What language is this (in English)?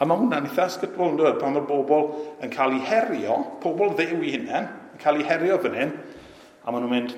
Welsh